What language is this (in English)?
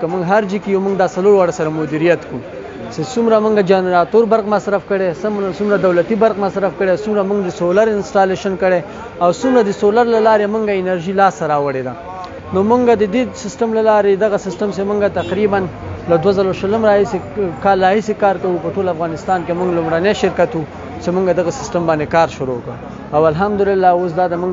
Pashto